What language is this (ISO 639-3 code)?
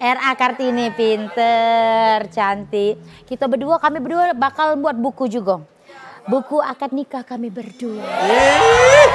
mui